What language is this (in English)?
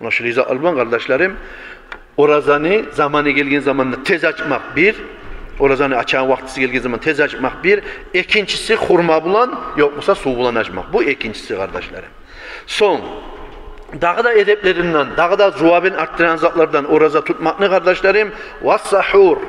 Kumyk